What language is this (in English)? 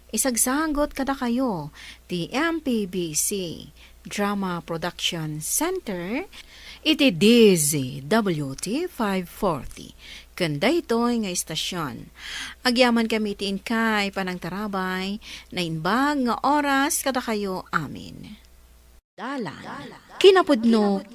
Iloko